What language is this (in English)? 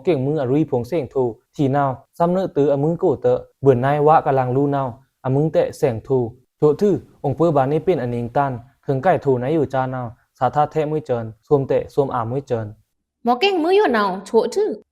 Pa'o Karen